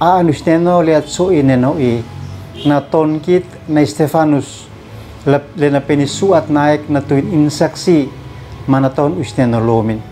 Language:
Uab Meto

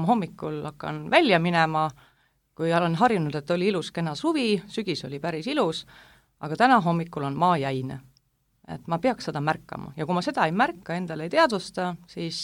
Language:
Estonian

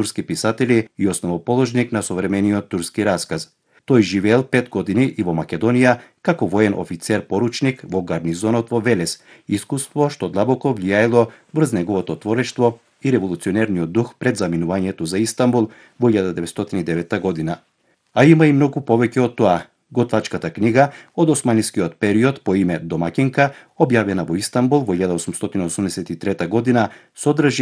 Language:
Macedonian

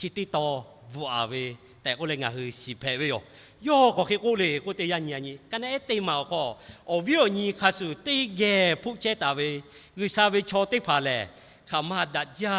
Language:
Lahu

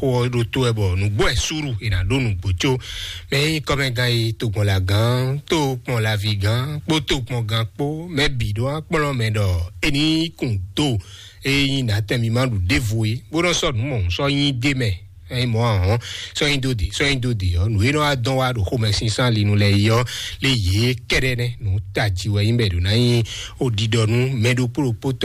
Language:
Fon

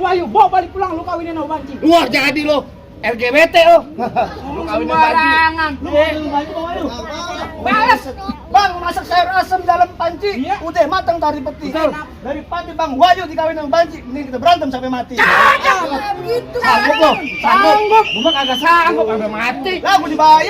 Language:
Betawi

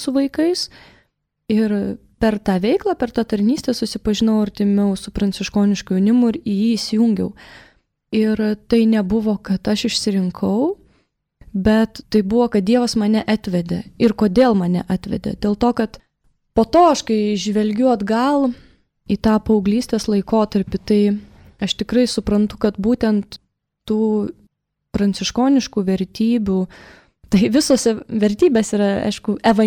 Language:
Lithuanian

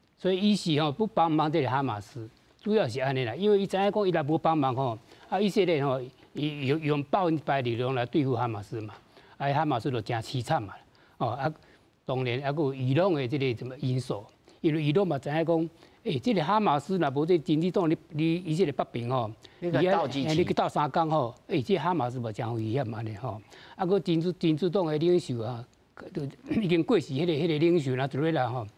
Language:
Min Nan Chinese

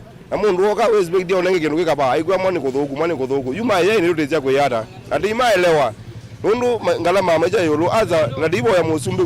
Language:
Kamba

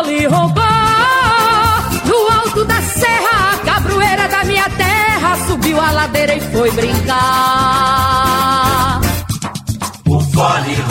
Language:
Portuguese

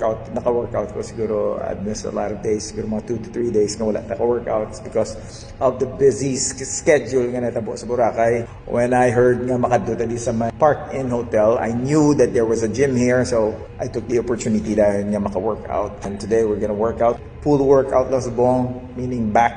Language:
Hiligaynon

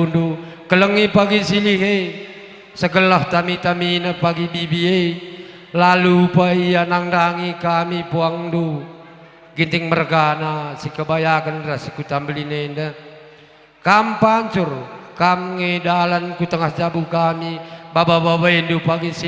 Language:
Batak Karo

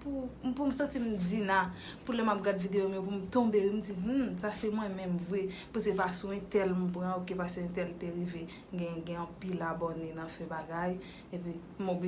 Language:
Haitian Creole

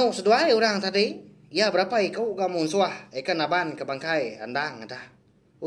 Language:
Iban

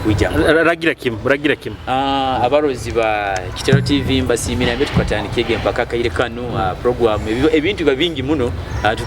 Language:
Nyoro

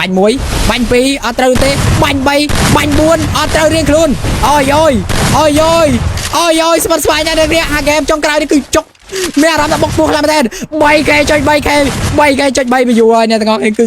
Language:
Khmer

